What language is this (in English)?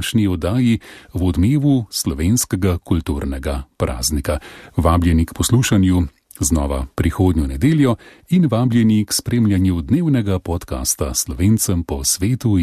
Slovenian